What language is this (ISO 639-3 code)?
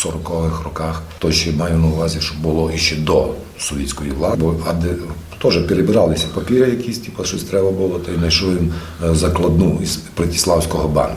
rue